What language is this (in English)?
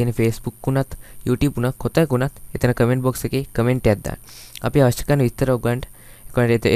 Sinhala